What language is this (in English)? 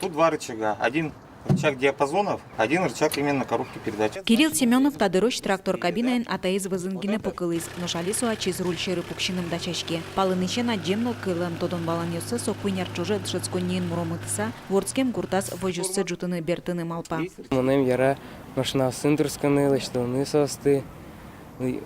Udmurt